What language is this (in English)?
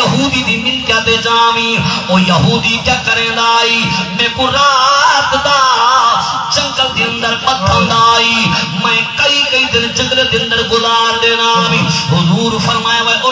Saraiki